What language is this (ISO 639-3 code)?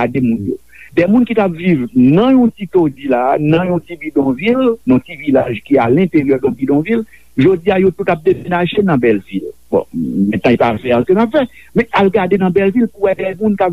hat